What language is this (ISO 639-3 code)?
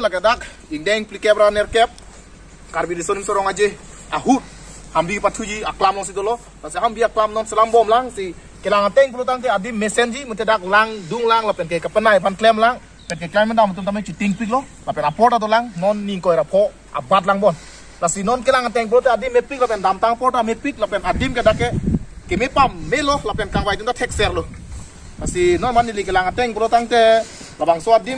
mjw